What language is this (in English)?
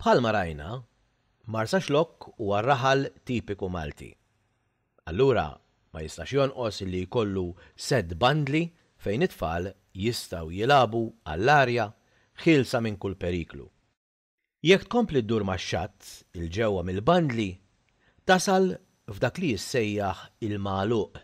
Maltese